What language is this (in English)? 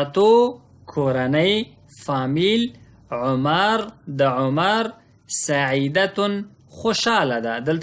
Pashto